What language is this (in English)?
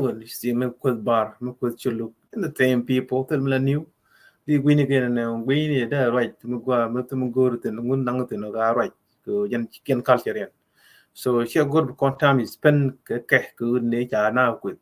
Nuer